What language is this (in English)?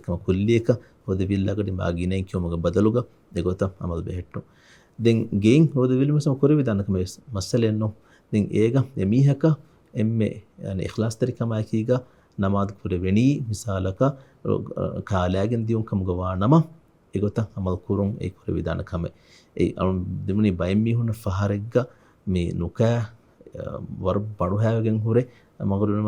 Divehi